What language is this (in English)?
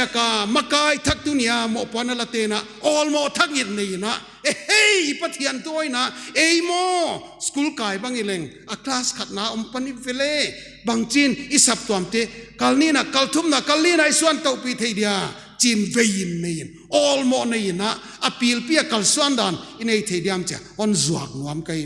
Paite Chin